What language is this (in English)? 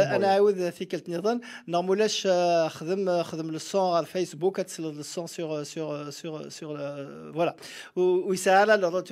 Kabyle